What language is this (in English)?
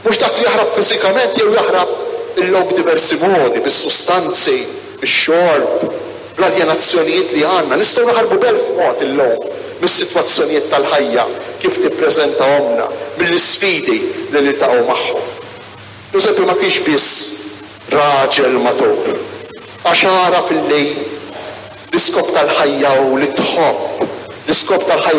Maltese